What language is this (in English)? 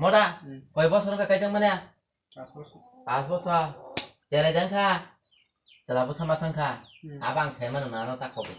Kok Borok